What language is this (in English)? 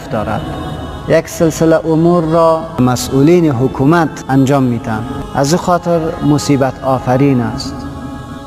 Persian